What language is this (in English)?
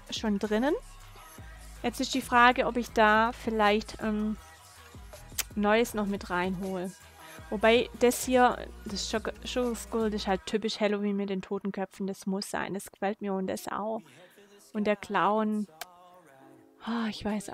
German